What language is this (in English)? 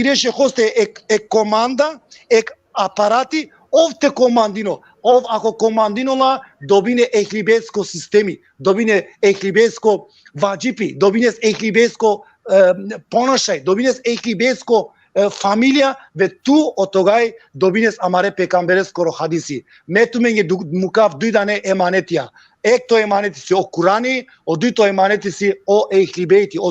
Balkan Romani